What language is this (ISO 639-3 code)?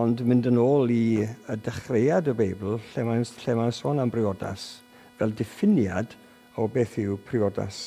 cym